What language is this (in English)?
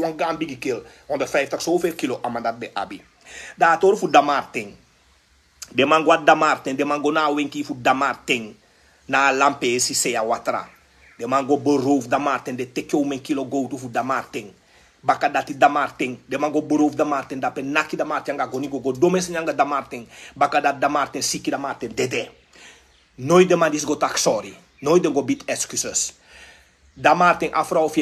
Sranan Tongo